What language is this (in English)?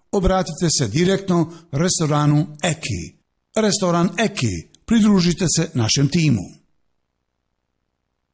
Bosnian